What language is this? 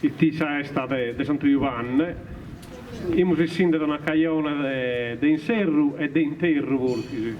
Sardinian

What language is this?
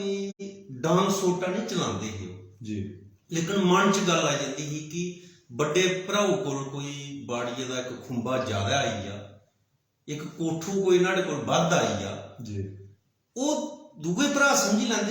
Dogri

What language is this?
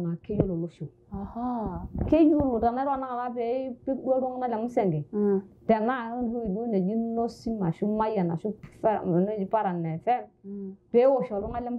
Masai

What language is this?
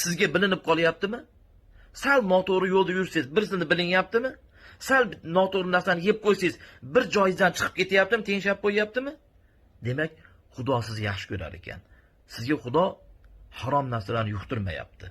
Uzbek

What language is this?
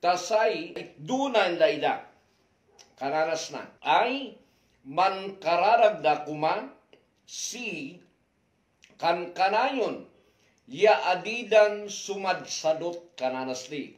Kankanaey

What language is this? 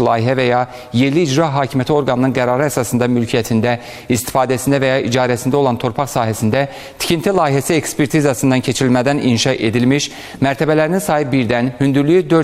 Azerbaijani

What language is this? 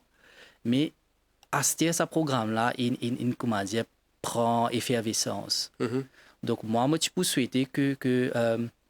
Morisyen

